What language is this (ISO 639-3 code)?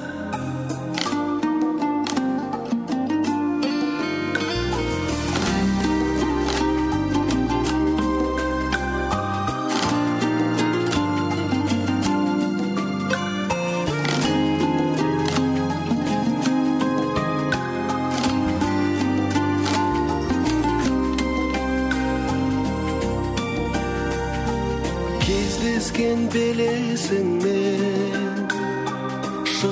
kaz